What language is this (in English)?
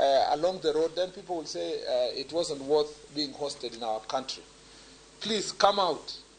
Luo (Kenya and Tanzania)